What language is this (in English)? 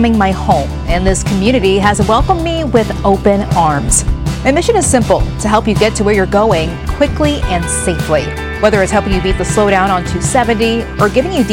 English